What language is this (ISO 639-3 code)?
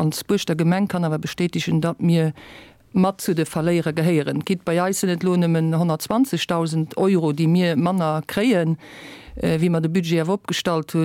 ltz